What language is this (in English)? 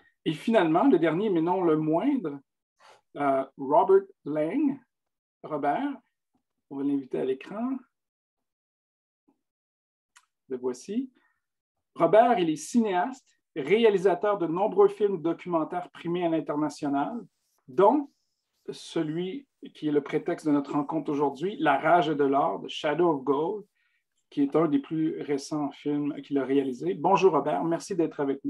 French